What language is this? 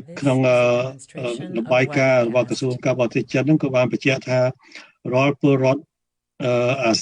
Khmer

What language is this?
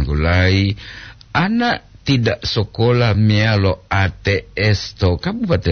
Gorontalo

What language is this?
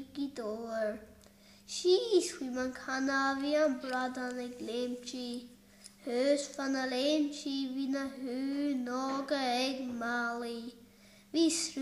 Irish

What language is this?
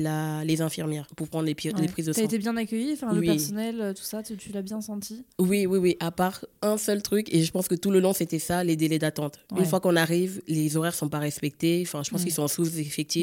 French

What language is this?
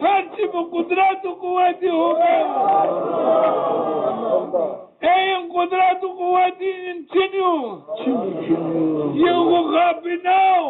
Zaza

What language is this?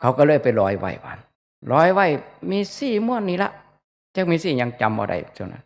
Northeastern Thai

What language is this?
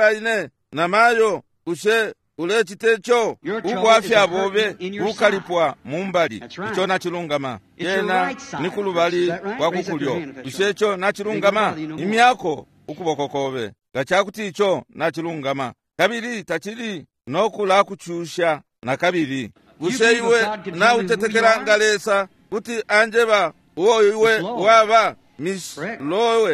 Bemba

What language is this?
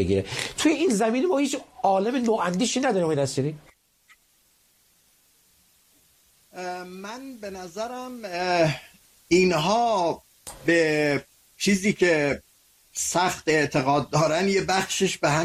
Persian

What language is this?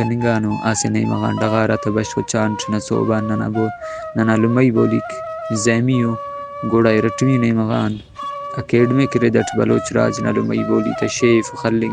Brahui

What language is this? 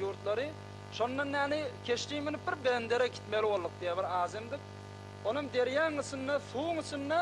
Turkmen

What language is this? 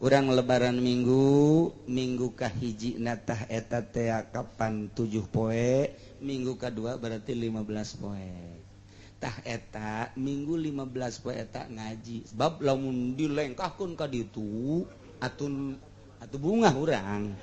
Sundanese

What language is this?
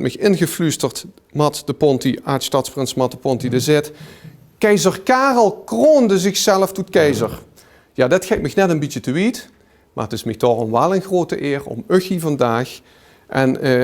Limburgish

